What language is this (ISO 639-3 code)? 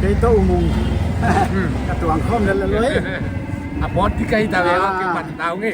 pck